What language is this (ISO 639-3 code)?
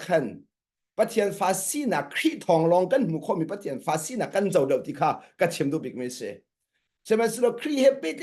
cnh